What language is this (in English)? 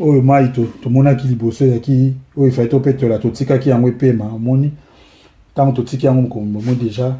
Lingala